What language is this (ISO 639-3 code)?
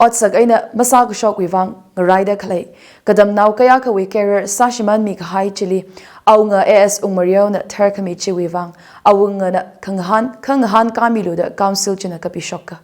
nmf